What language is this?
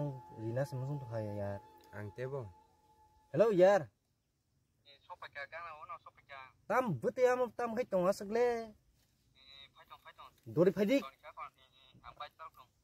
Kok Borok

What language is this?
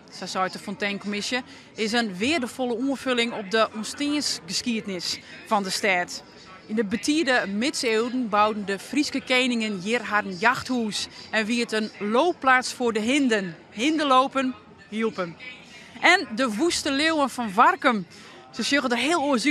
Western Frisian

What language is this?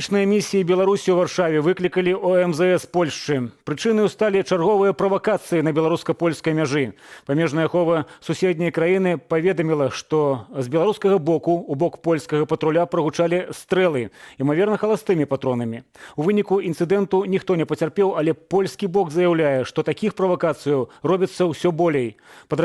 Belarusian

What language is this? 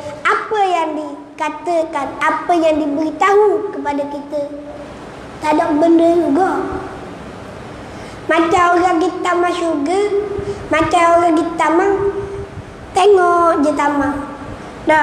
Malay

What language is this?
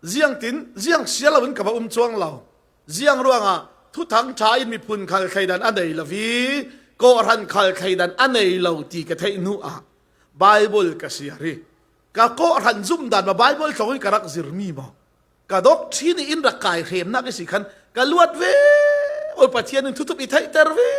Falam Chin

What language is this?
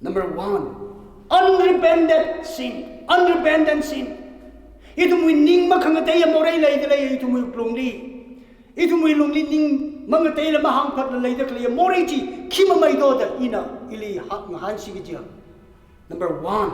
Tangkhul Naga (India)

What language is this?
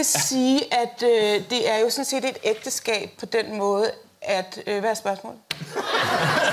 Danish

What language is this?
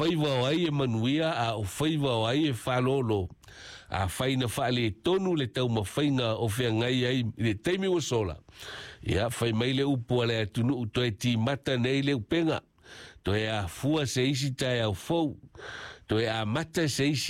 Samoan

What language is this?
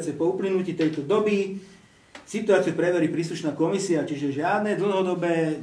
Slovak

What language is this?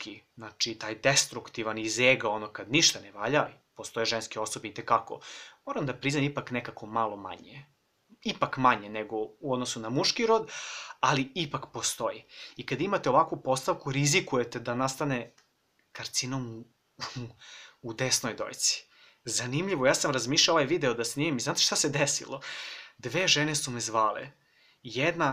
Serbian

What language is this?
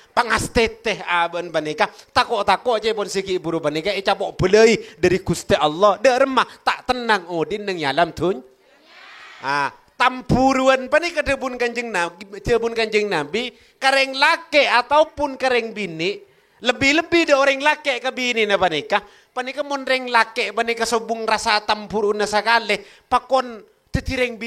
Madurese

